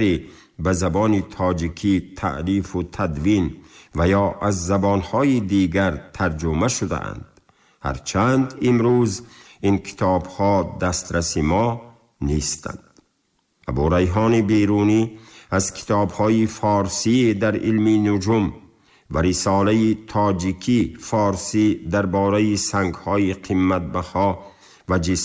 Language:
Tajik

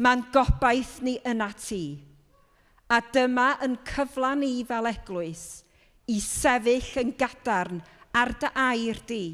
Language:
Welsh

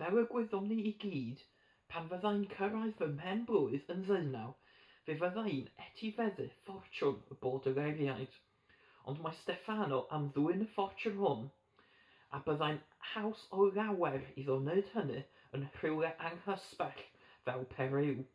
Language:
Welsh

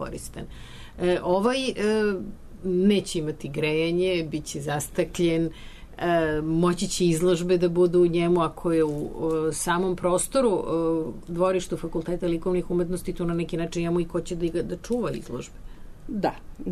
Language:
Serbian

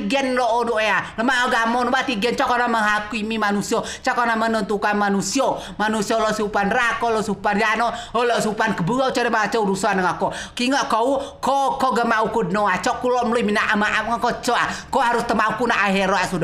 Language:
Rejang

